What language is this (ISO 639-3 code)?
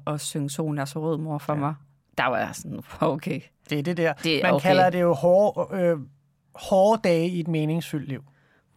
dan